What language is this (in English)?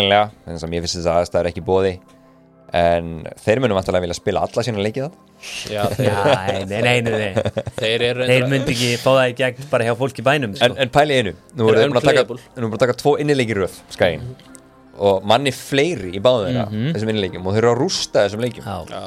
Icelandic